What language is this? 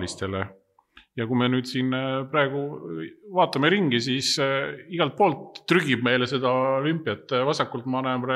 Estonian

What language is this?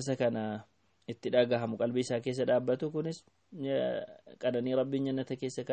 Oromo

